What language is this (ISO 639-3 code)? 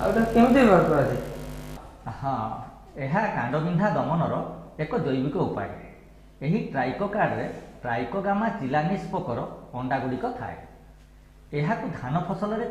ori